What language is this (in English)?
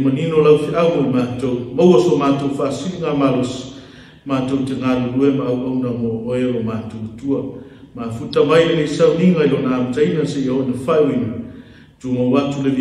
Samoan